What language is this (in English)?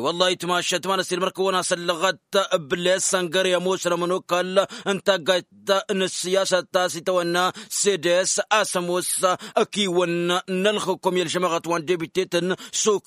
Tamasheq